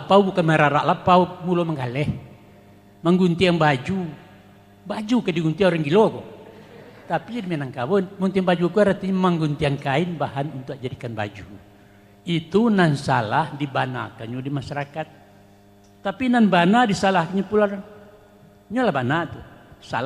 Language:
Minangkabau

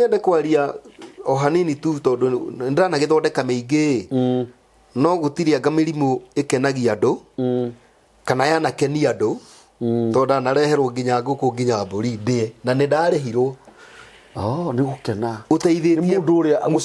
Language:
Kikuyu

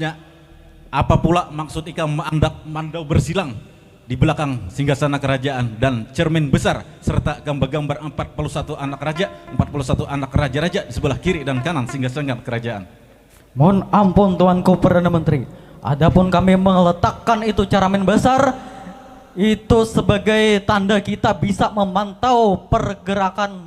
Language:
Banjar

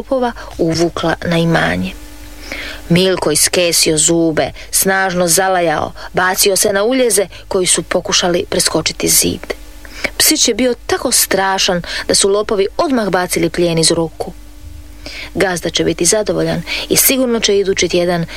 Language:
Croatian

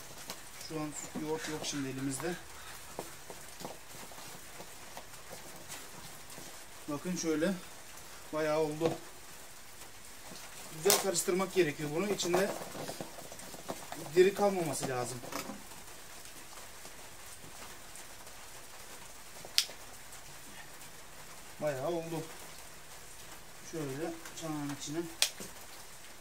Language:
Turkish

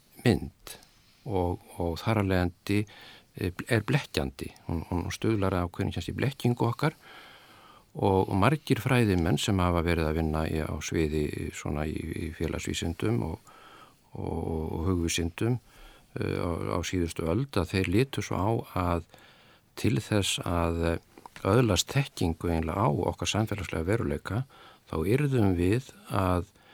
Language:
Icelandic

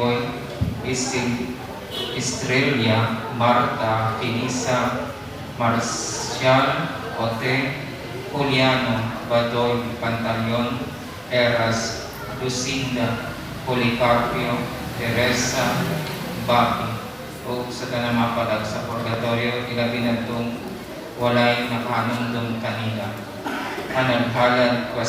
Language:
Cebuano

